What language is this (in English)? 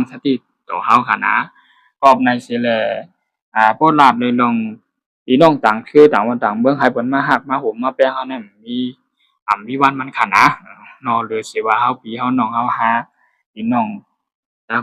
Shan